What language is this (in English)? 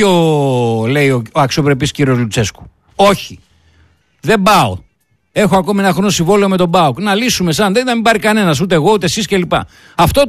Greek